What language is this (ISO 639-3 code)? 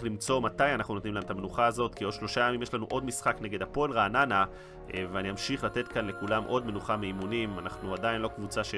heb